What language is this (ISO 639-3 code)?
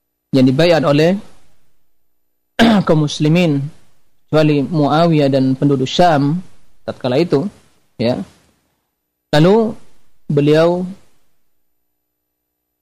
ind